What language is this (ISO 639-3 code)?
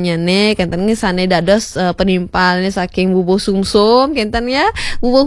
ban